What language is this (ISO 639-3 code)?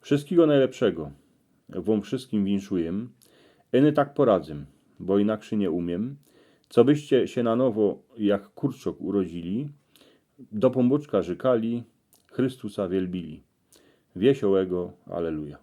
szl